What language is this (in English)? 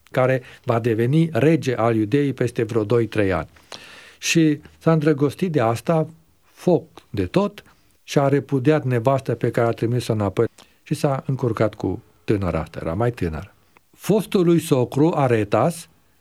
Romanian